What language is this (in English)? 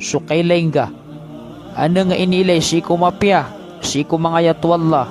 Maranao